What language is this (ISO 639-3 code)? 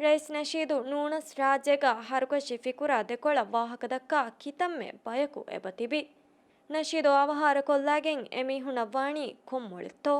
div